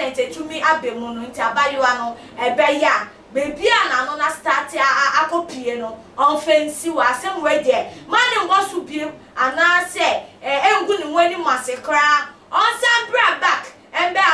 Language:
Akan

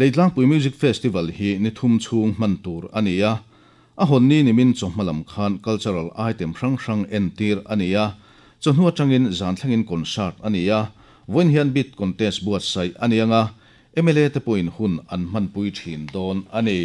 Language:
Mizo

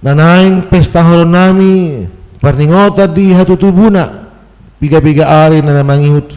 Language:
Batak Toba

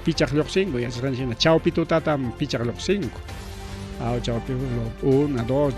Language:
Ayacucho Quechua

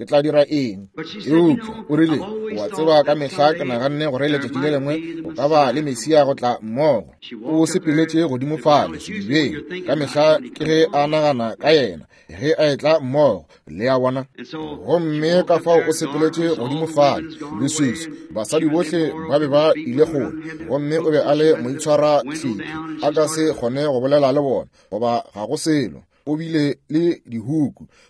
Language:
Northern Sotho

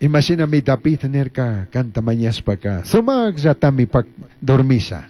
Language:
Chimborazo Highland Quichua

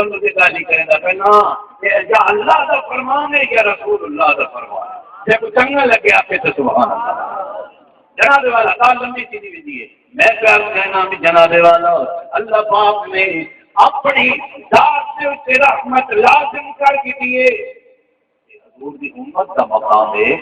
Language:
Saraiki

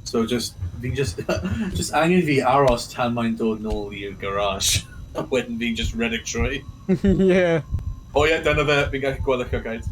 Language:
Welsh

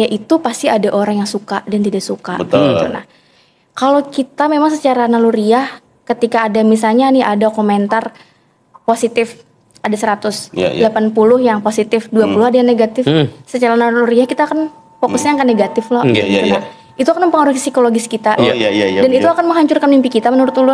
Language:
Banjar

